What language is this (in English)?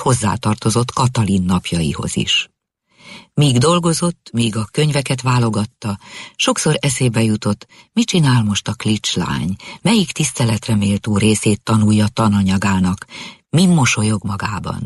Hungarian